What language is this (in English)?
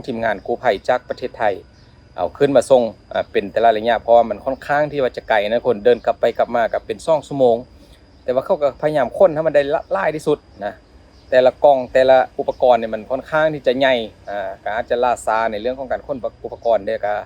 Lao